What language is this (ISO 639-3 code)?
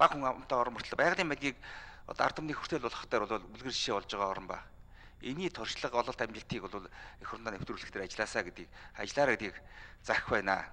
mon